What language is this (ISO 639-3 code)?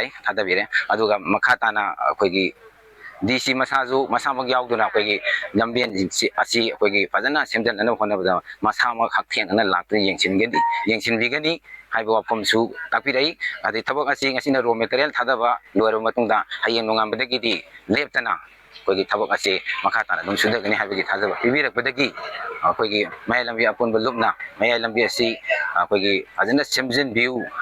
mni